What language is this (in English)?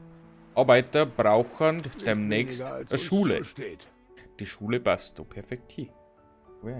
Bavarian